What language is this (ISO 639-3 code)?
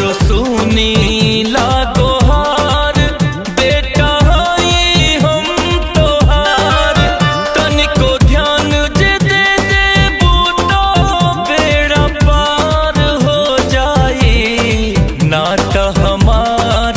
bho